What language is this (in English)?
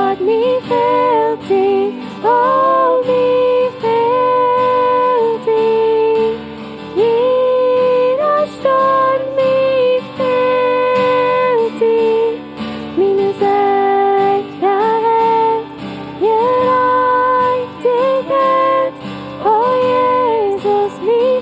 Plautdietsch